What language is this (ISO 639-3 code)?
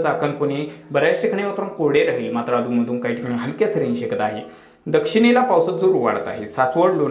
mar